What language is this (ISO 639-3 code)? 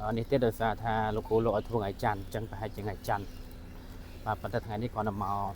khm